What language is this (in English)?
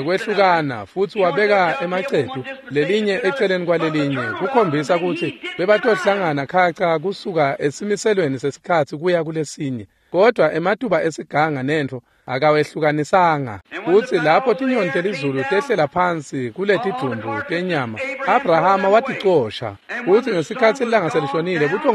Swati